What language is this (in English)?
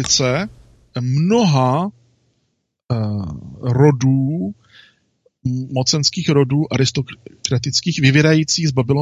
Czech